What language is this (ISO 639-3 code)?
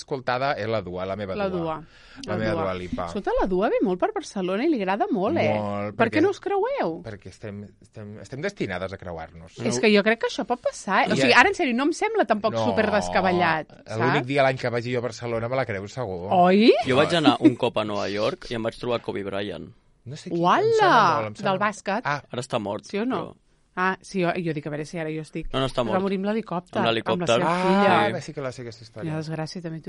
cat